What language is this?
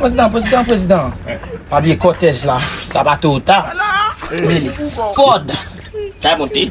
Haitian Creole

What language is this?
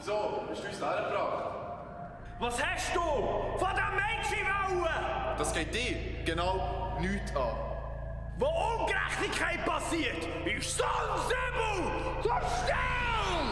Swiss German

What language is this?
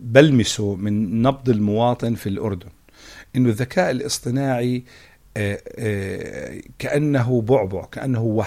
North Levantine Arabic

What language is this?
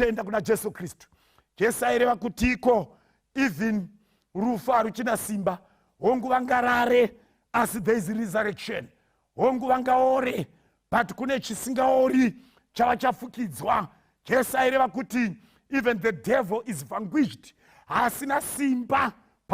Shona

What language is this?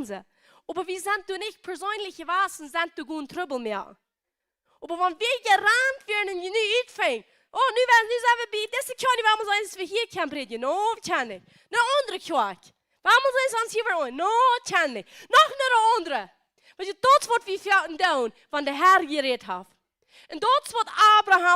Plautdietsch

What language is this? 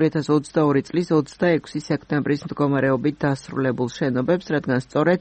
Georgian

